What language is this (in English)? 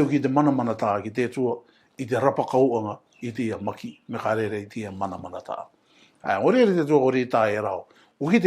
Rarotongan